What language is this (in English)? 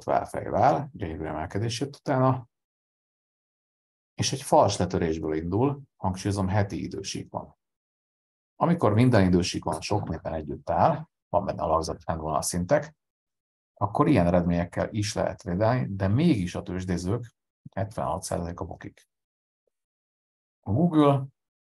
Hungarian